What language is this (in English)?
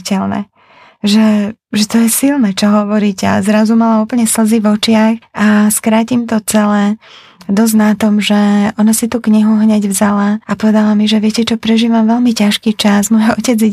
Slovak